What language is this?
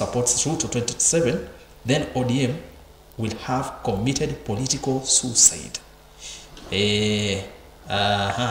Kamba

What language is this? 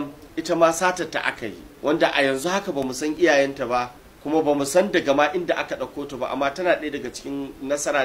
Hausa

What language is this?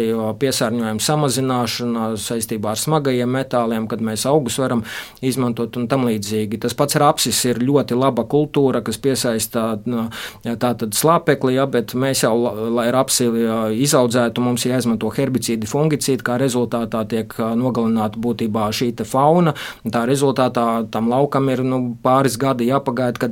Latvian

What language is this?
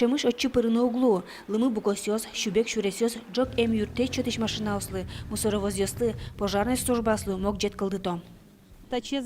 Udmurt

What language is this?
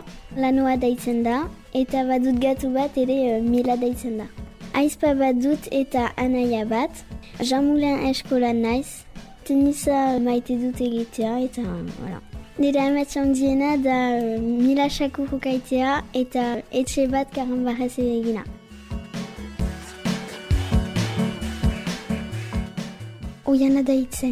Basque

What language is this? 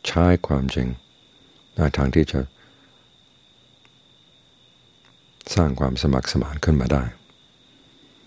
Thai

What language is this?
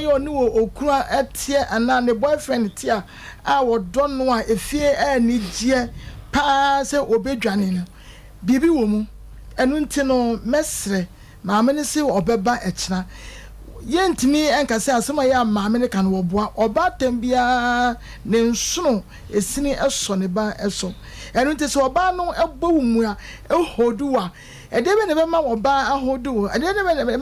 Akan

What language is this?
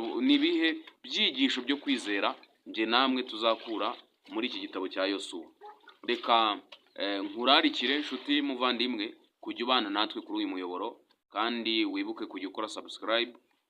Kinyarwanda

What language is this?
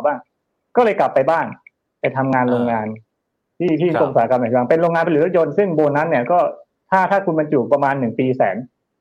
Thai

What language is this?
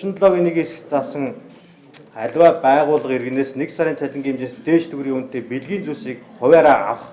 Mongolian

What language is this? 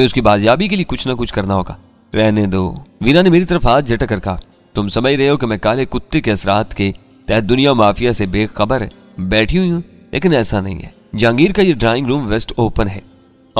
Urdu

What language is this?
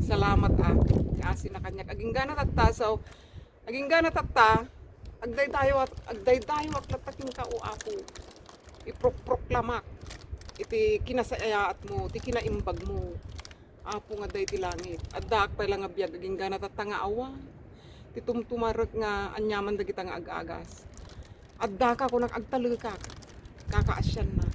Iloko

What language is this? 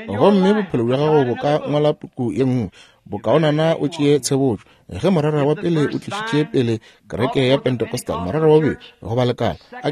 Northern Sotho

